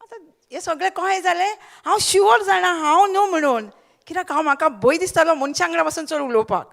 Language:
Konkani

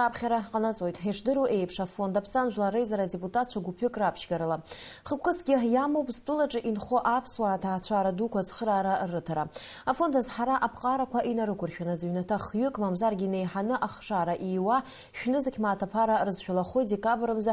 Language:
Abkhazian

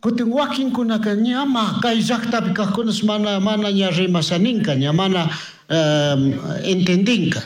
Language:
Chimborazo Highland Quichua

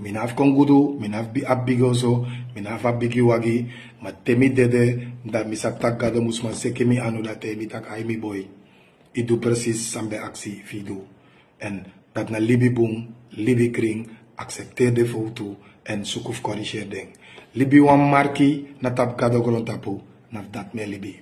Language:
Sranan Tongo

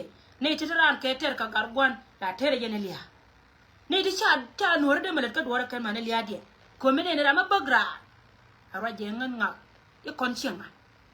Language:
Nuer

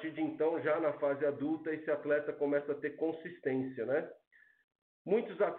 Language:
Portuguese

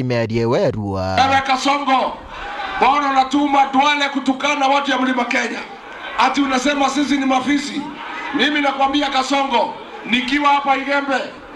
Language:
Meru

